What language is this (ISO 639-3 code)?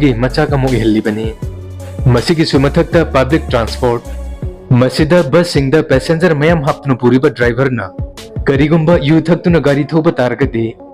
mni